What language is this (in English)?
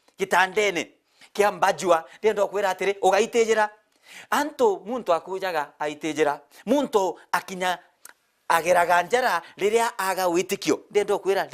Meru